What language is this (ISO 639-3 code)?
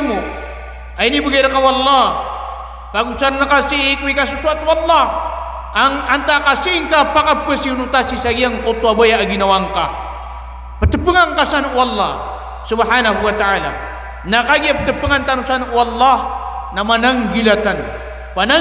mrw